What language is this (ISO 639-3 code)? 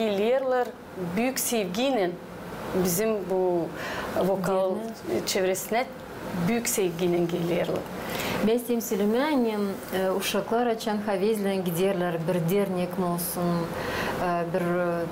gag